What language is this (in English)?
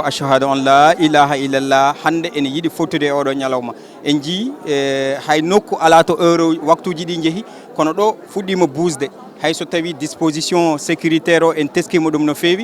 Fula